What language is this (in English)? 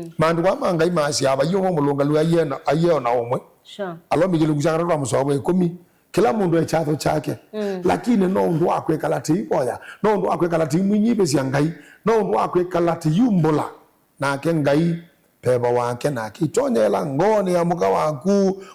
Kamba